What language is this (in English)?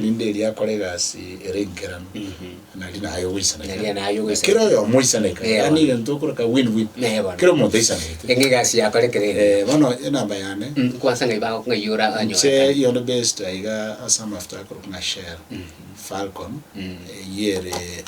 Gusii